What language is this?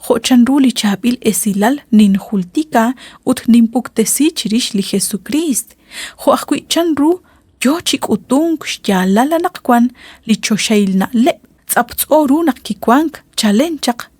Kekchí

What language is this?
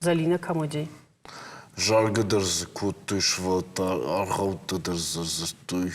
Ossetic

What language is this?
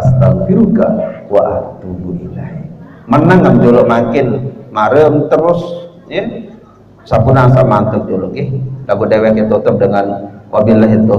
Sasak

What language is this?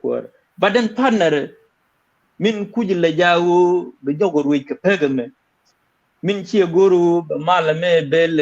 Nuer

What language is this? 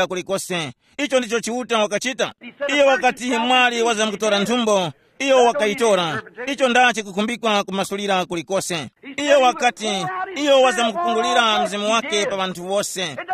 Tumbuka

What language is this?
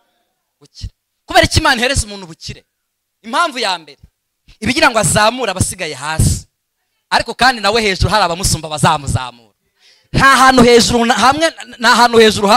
Kinyarwanda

